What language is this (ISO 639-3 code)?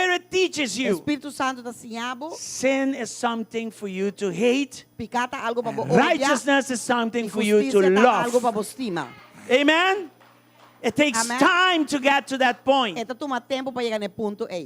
pap